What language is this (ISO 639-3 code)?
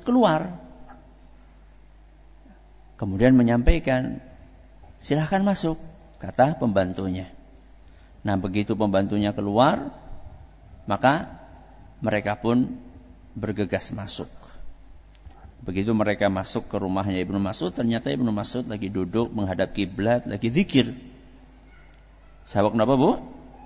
ind